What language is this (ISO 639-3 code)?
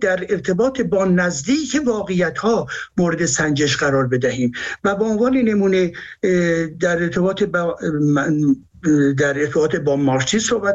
fas